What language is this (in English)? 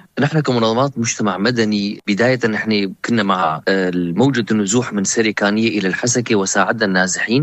North Levantine Arabic